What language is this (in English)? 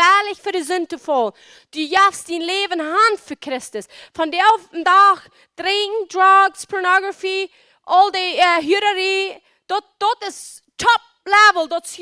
Plautdietsch